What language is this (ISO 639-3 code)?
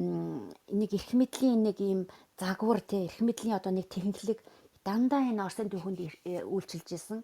mon